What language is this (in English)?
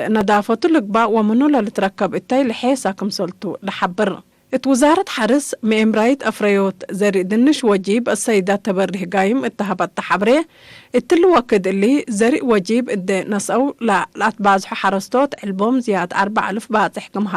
Tigre